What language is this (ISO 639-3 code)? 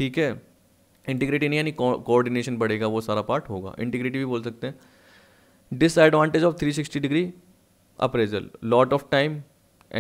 hin